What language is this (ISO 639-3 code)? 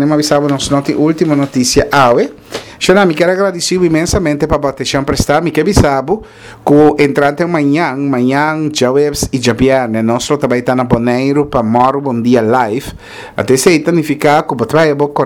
pap